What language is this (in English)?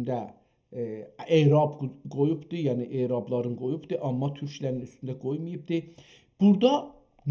South Azerbaijani